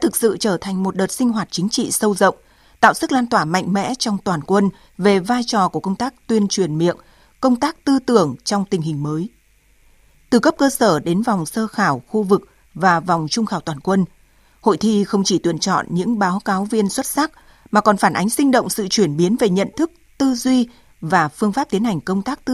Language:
Vietnamese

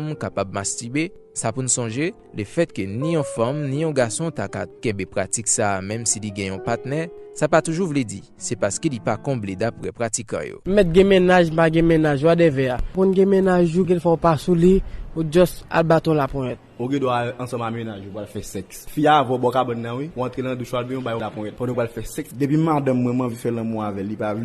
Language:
Haitian Creole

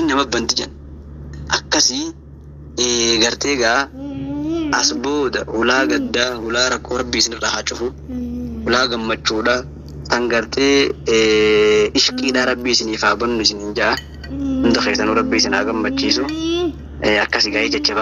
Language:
Oromo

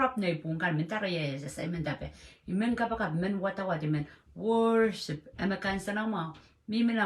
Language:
Pohnpeian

